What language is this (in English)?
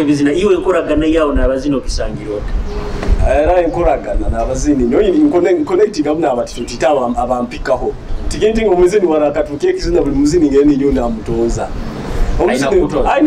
Nyoro